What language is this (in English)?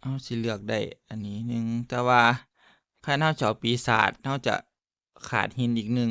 Northeastern Thai